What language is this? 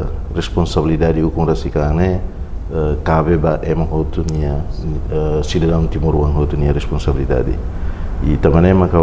Tetum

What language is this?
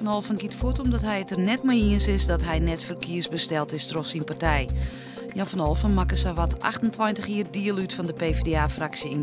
Western Frisian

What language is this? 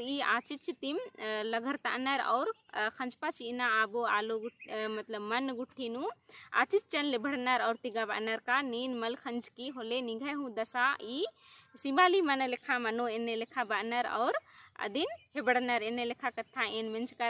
Kurukh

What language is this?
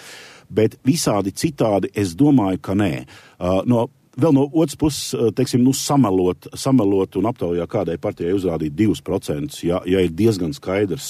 Latvian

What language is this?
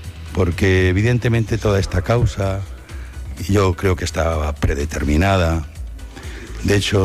Spanish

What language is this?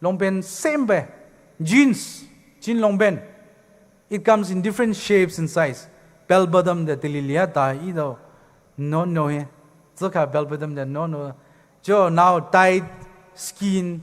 Poumei Naga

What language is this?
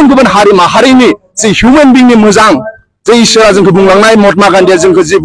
Bodo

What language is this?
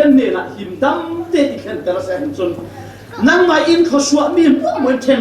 Falam Chin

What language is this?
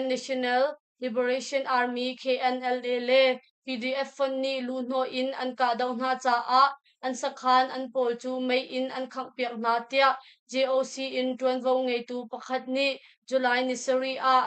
Hakha Chin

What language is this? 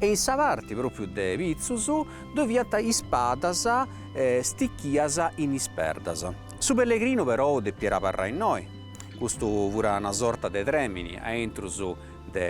Sardinian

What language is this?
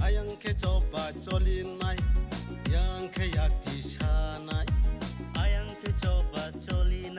Kok Borok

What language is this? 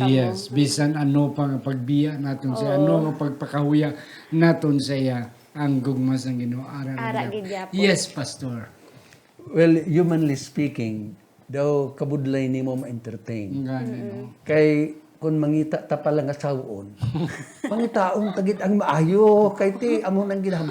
Hiligaynon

